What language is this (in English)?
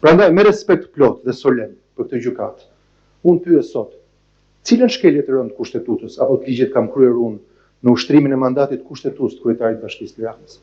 Albanian